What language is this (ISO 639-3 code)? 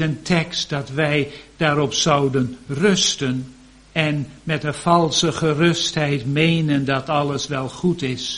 nld